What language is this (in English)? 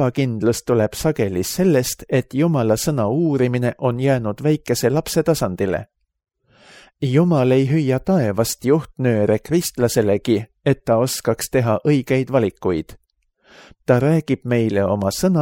Estonian